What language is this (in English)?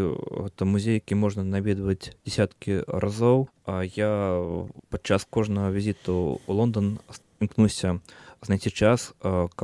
Belarusian